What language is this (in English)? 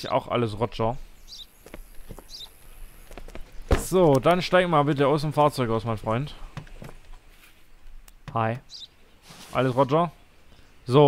German